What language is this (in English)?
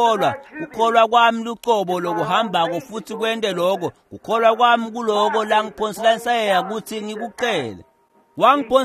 Swati